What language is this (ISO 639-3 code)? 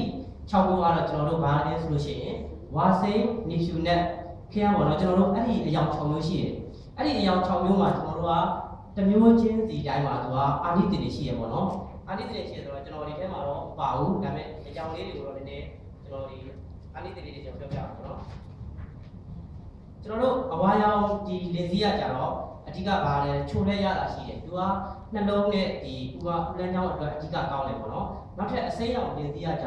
mya